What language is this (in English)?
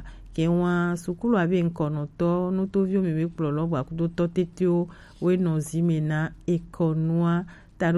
Gen